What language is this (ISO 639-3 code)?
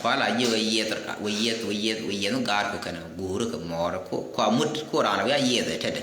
nus